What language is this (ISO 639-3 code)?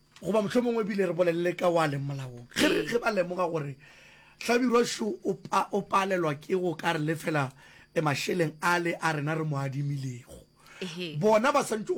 nso